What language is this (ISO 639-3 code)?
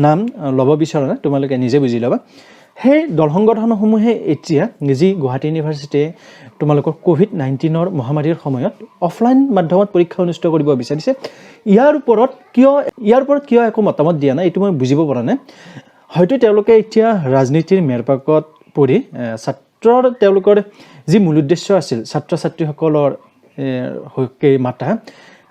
asm